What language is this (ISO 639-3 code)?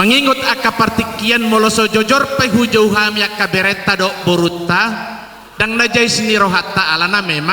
bbc